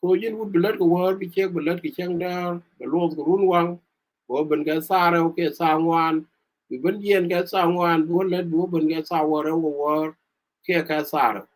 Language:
Nuer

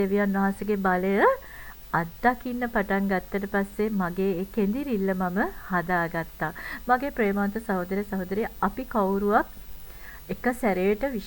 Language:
Sinhala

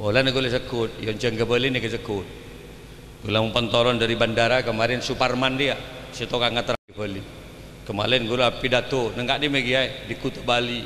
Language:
Madurese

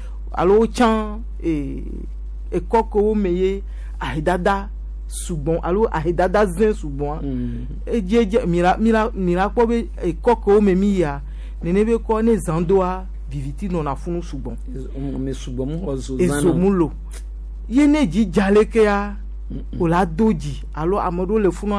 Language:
Gen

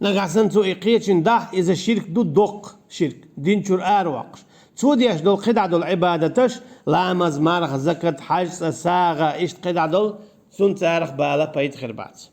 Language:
Chechen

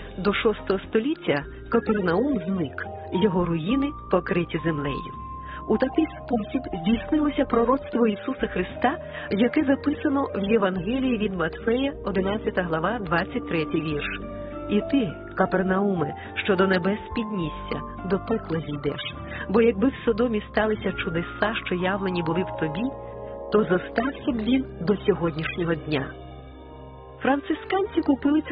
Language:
Ukrainian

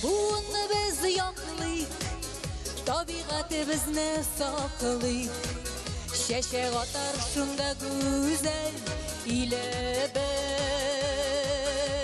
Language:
Tatar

